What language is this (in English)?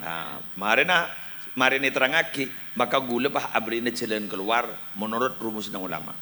Madurese